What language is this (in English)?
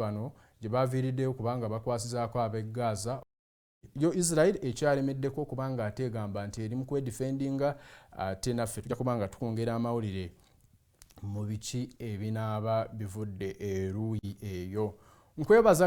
Ganda